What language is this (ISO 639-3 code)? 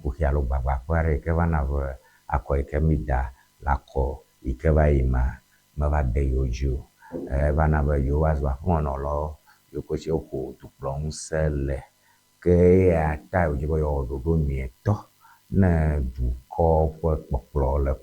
ewe